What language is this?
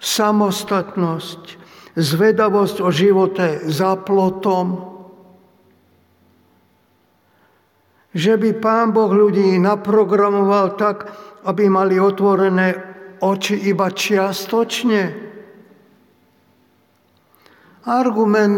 Slovak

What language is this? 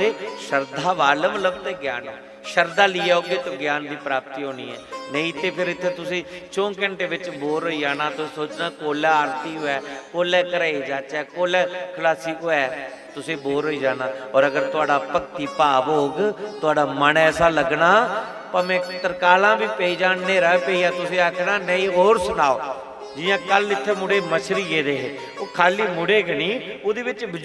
Dogri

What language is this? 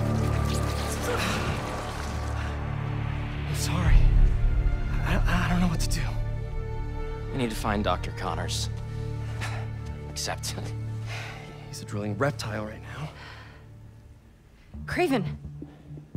English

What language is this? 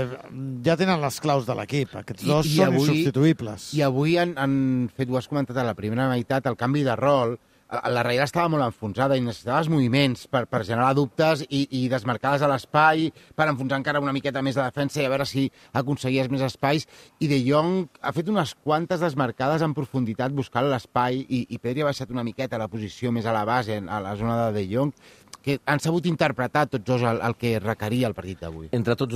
Catalan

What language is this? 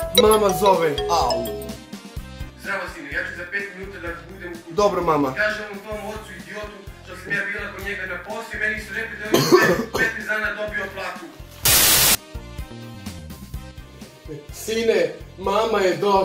Serbian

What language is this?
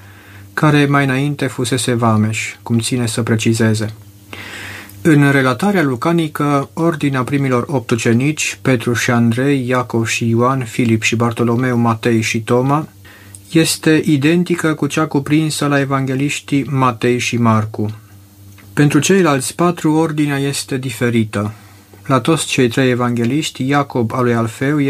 Romanian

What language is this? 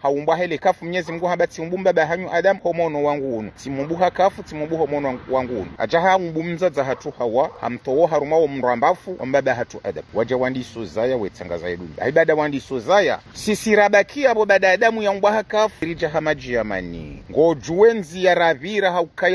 Ngazidja Comorian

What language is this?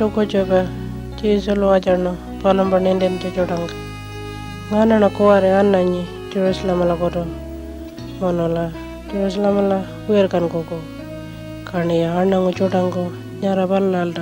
Pitjantjatjara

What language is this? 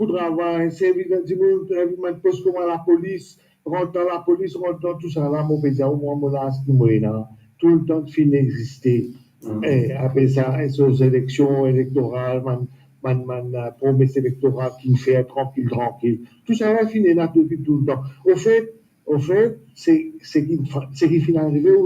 Morisyen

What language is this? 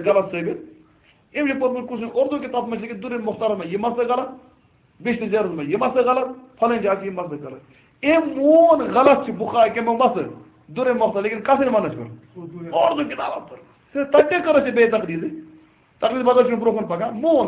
Kashmiri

